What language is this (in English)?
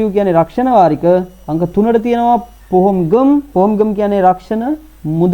Sinhala